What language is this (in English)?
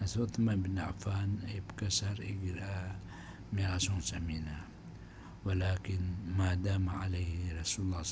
Maranao